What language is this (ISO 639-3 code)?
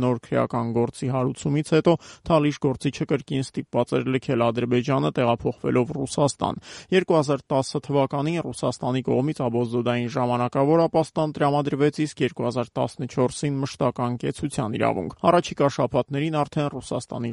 hye